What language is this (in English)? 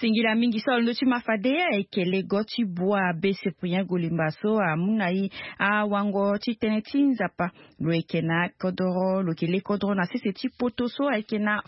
Sango